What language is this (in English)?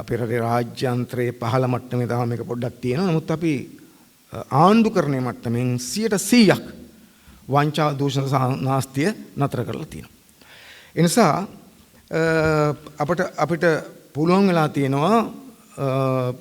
Sinhala